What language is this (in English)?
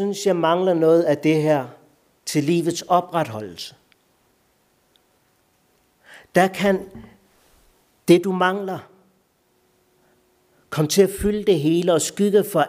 Danish